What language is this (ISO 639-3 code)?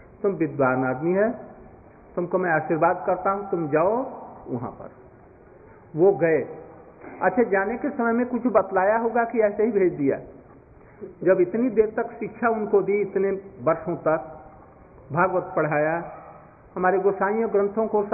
hin